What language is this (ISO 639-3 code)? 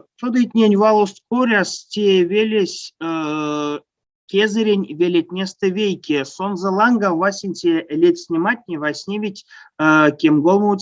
myv